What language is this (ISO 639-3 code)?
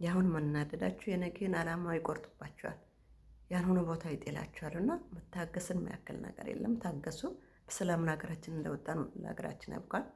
amh